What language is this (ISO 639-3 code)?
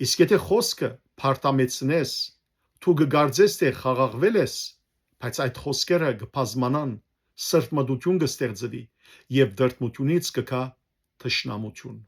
hyw